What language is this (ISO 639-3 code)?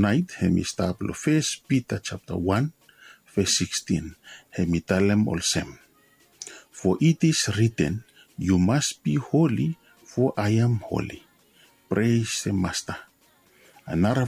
bis